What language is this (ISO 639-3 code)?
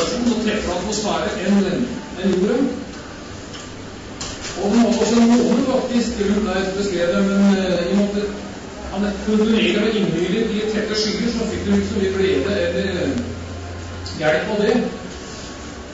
nor